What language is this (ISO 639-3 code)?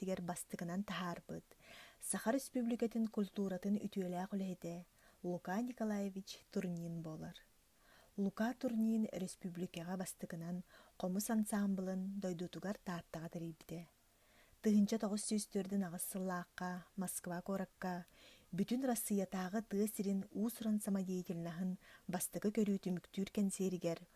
sah